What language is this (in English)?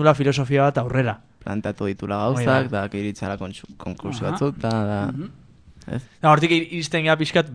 Basque